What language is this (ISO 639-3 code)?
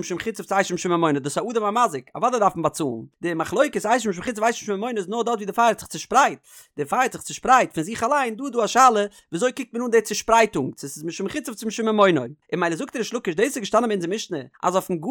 yid